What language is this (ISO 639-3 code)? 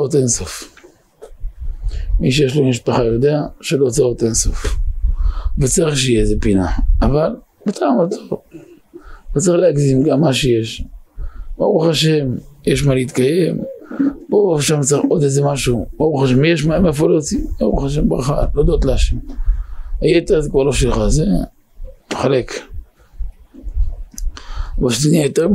heb